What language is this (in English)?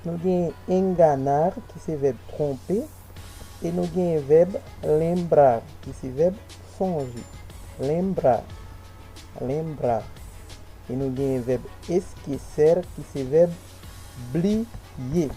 Haitian Creole